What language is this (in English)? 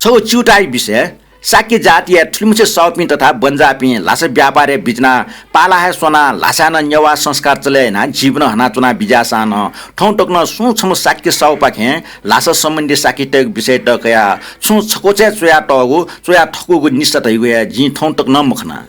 Newari